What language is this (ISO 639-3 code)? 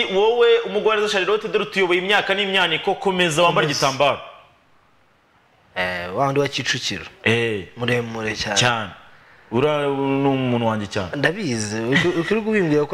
kin